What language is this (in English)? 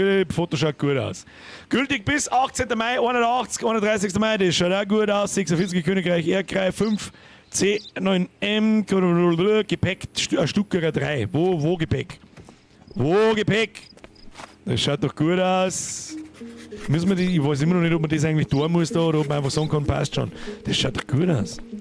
Bavarian